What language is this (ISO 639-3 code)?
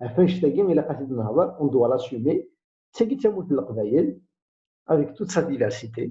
kab